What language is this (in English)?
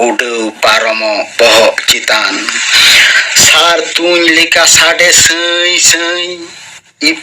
Santali